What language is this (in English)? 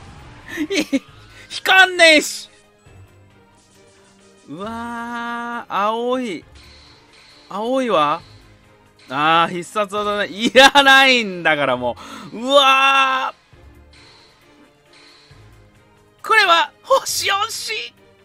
Japanese